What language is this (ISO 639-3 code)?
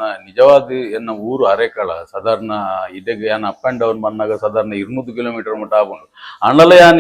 tcy